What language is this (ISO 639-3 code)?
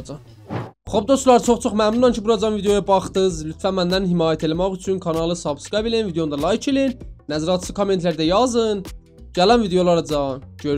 azb